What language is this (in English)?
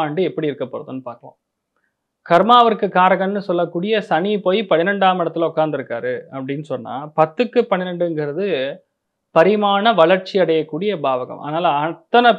Tamil